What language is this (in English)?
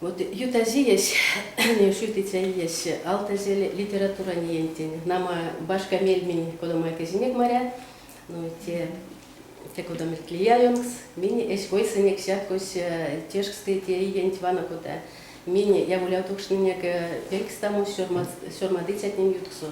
Erzya